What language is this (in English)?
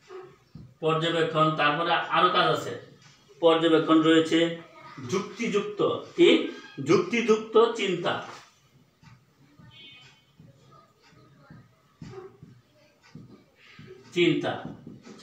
Bangla